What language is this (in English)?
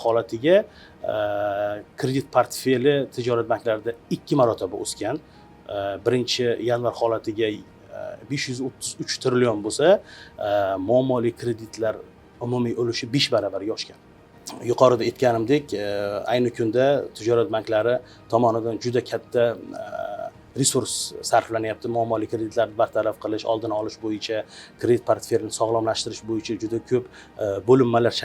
Uzbek